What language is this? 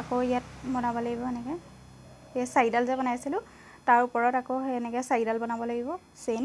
Assamese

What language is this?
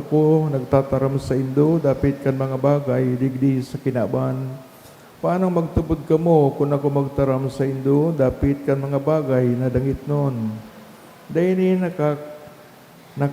Bikol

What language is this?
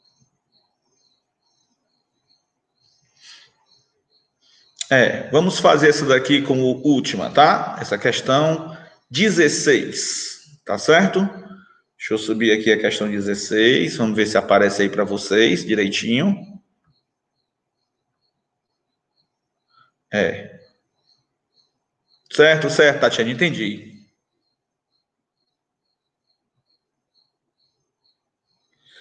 Portuguese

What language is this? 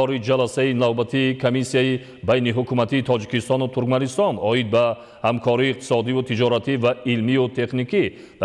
Tajik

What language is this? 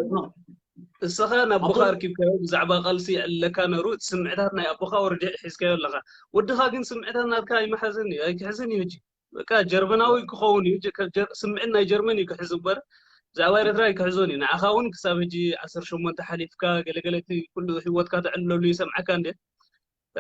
Tigrinya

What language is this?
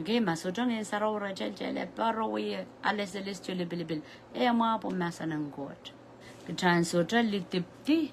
Pohnpeian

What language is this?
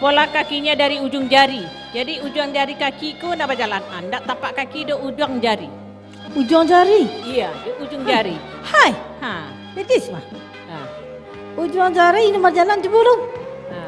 Minangkabau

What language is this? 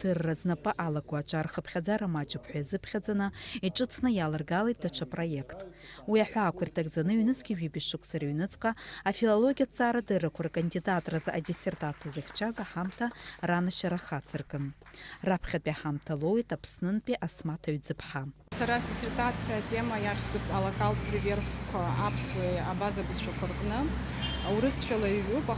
Abkhazian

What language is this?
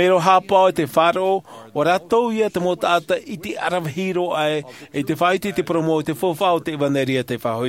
Tahitian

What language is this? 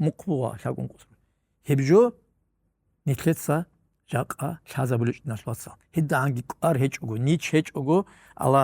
Avaric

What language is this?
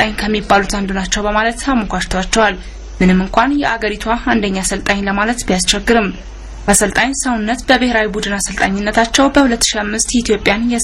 Amharic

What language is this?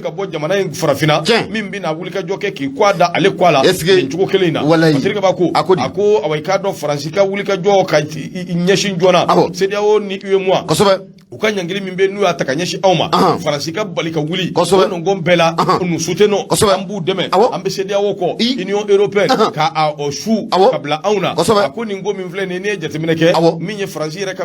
Bambara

